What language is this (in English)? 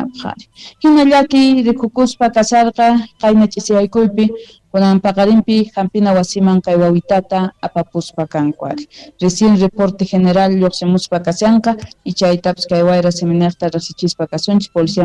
Quechua